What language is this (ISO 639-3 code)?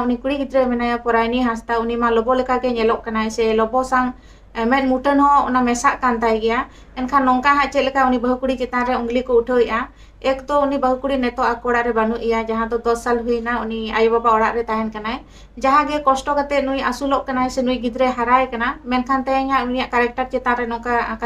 sat